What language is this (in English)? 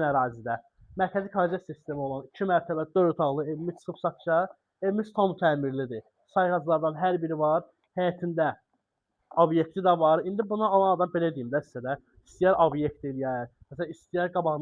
Azerbaijani